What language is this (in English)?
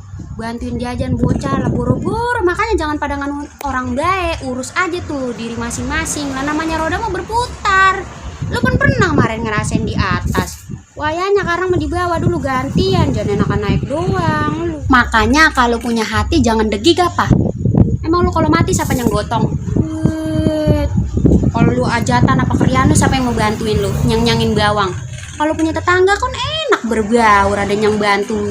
Betawi